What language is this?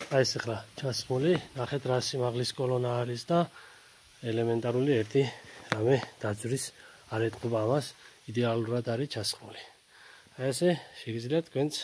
Georgian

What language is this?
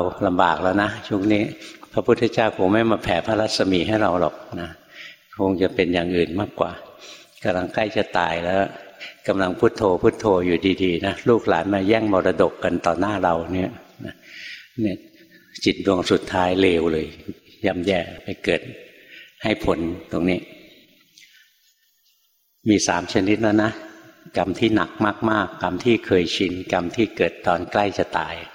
Thai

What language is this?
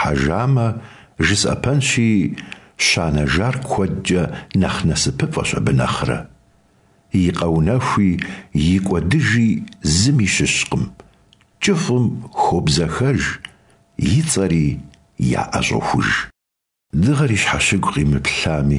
Kabardian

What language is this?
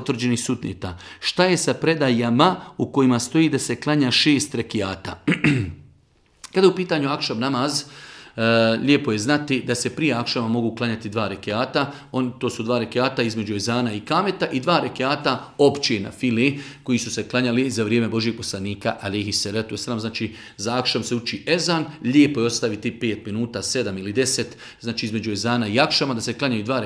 Bosnian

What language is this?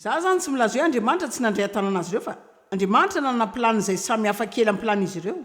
Malagasy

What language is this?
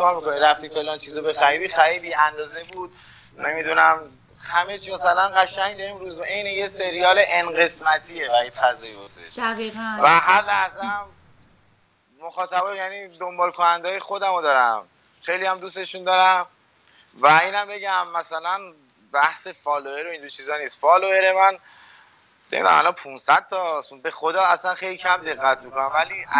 Persian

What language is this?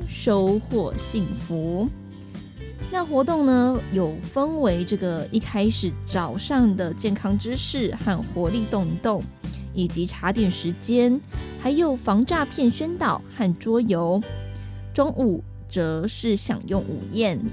Chinese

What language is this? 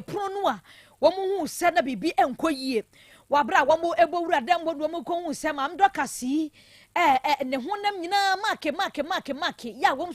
Akan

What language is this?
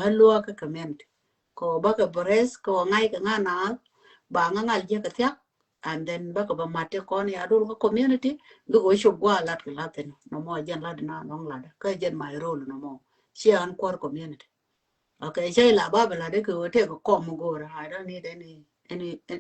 Nuer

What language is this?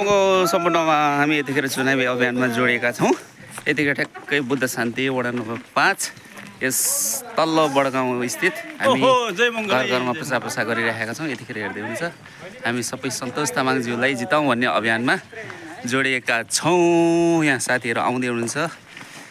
Nepali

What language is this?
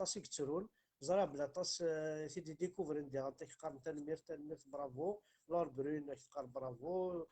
Kabyle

